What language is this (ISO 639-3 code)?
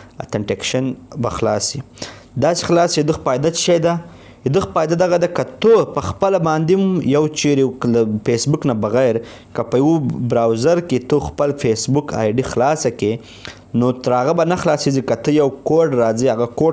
pus